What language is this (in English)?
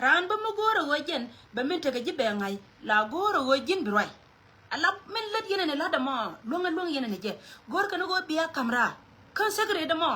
Nuer